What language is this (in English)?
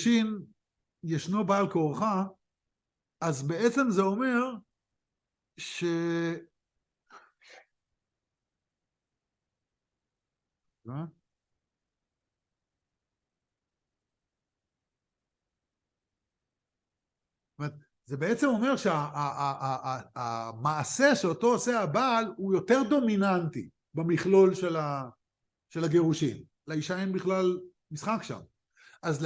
Hebrew